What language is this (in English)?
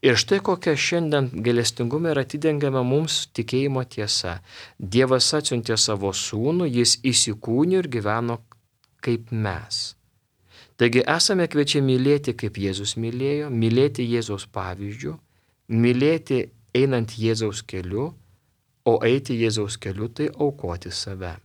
Lithuanian